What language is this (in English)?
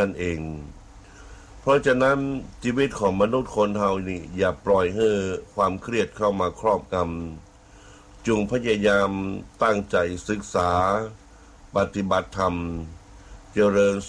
Thai